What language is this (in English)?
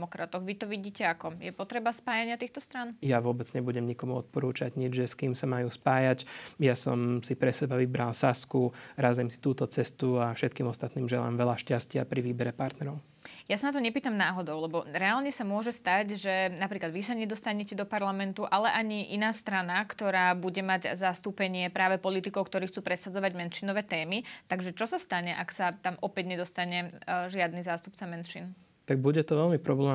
Slovak